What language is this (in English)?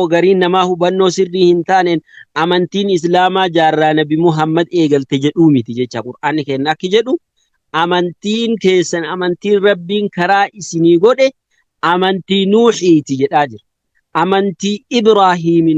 Oromo